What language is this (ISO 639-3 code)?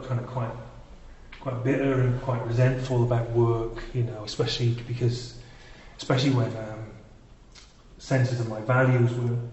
eng